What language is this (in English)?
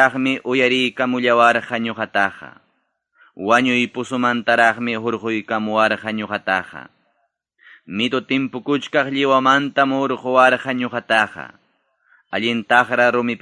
Ayacucho Quechua